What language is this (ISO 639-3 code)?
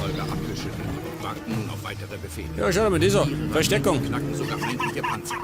bar